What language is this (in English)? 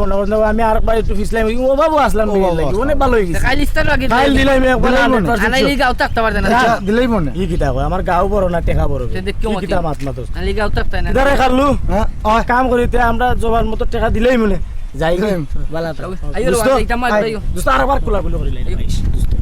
Sylheti